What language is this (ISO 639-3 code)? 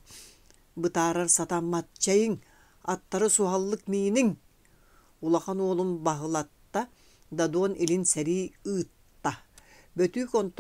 sah